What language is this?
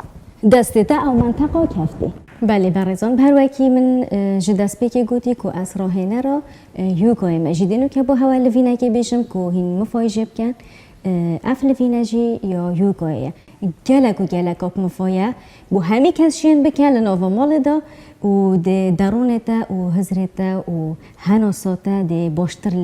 Kurdish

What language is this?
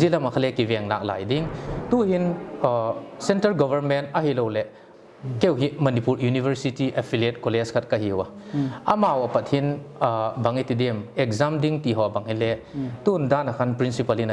Paite Chin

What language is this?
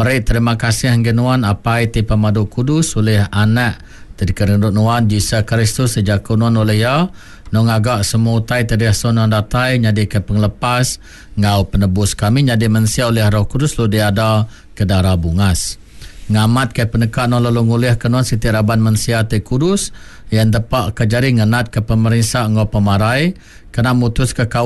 Iban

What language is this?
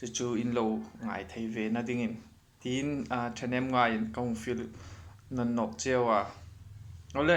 Hmar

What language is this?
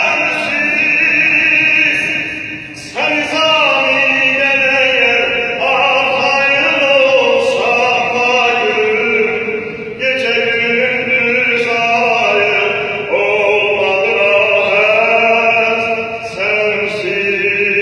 South Azerbaijani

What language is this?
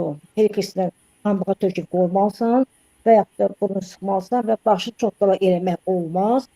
Azerbaijani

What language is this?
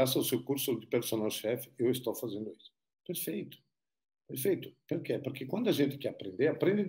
Portuguese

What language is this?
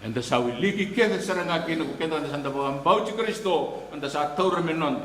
Fijian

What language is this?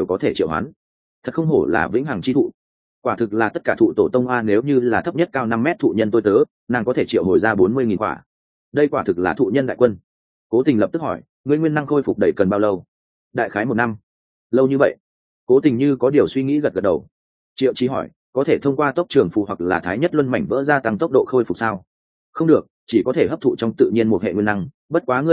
Vietnamese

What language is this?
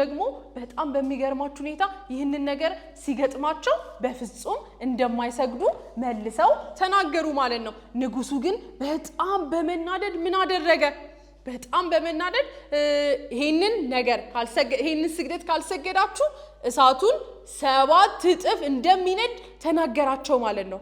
Amharic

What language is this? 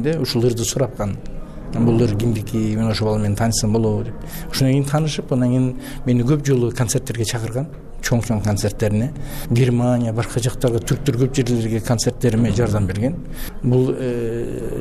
Kyrgyz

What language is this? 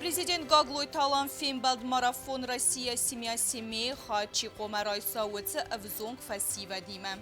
Ossetic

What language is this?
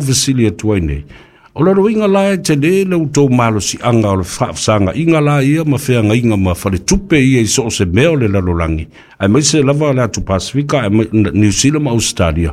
Samoan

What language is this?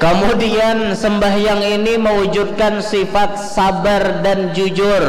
Banjar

